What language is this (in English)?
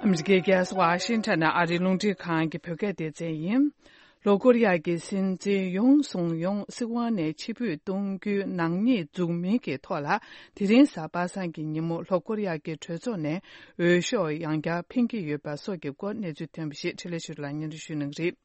Tibetan